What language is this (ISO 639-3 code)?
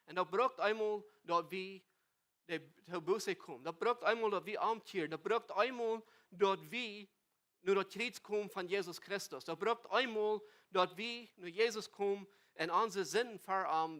pdt